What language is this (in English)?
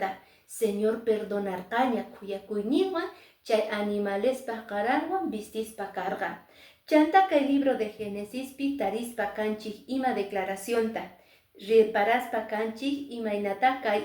Quechua